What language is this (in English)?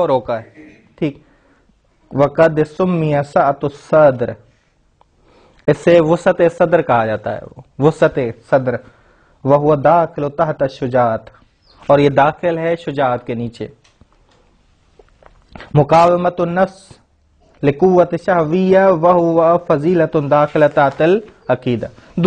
Urdu